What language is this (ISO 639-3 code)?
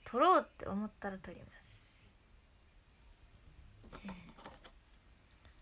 jpn